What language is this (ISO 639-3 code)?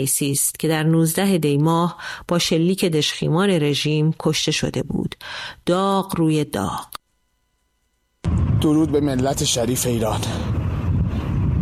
fas